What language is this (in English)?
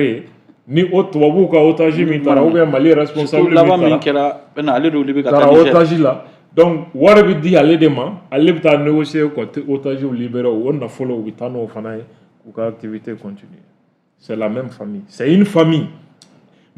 Bambara